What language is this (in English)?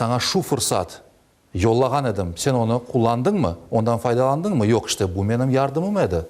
Crimean Tatar